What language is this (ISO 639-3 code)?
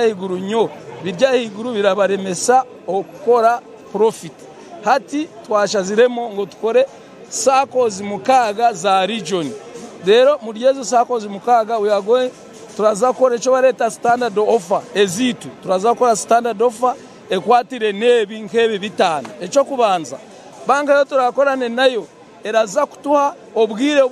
nyn